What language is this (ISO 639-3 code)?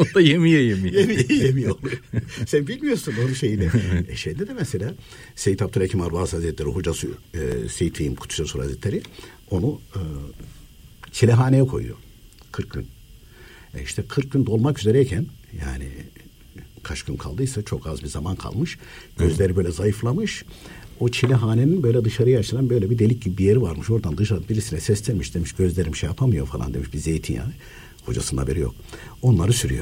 tur